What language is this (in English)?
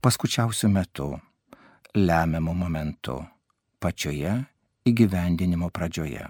Lithuanian